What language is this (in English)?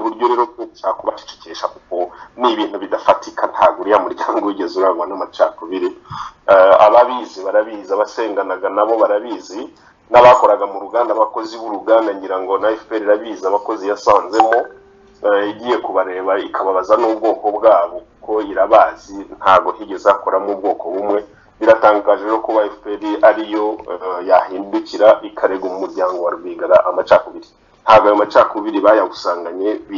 Kinyarwanda